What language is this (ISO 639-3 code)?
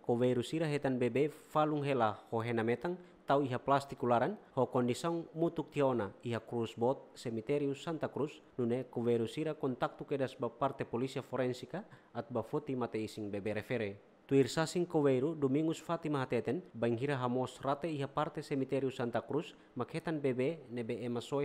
tet